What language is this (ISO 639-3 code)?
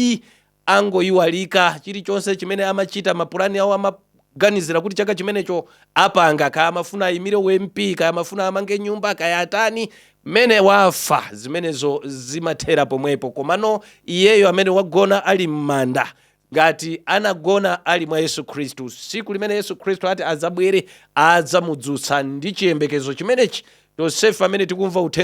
nya